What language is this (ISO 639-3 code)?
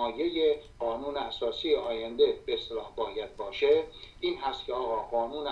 fas